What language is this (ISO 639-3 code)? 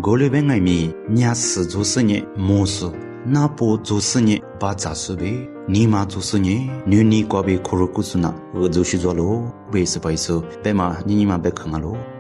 lis